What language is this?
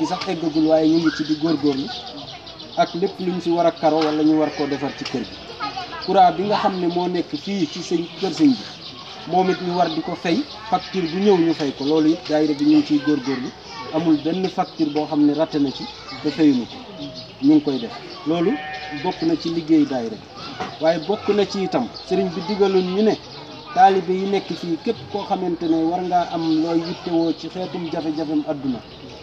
Wolof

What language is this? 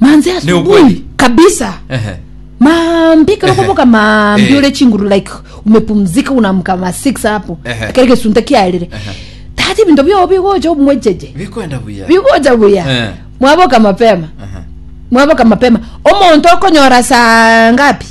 Gusii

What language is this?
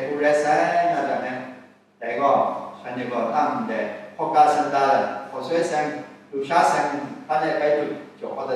Kachin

